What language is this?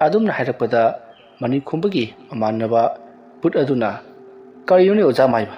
Manipuri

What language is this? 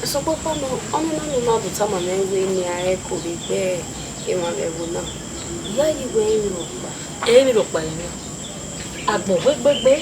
Bini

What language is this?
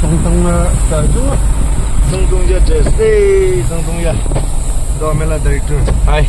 Naga Pidgin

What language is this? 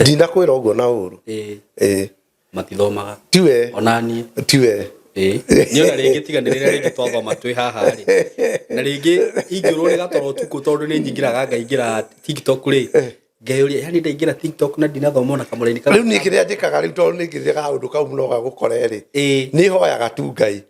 Kikuyu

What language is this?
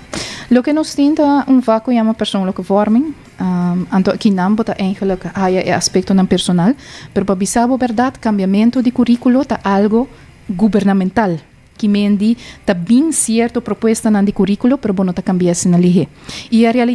Papiamento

